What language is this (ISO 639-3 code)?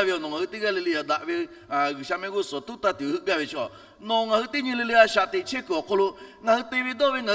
lhu